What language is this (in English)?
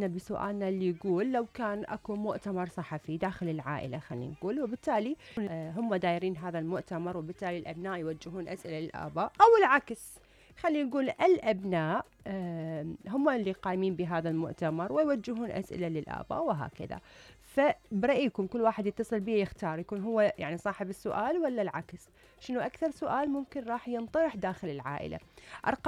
Mesopotamian Arabic